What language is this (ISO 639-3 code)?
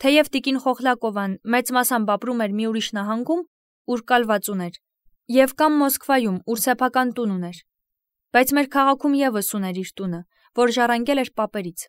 hye